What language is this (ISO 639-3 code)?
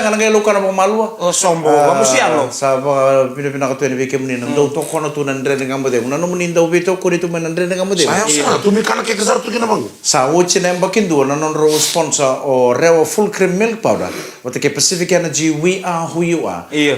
fij